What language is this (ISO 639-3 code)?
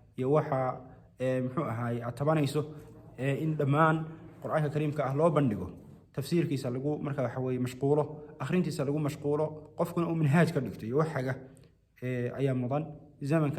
som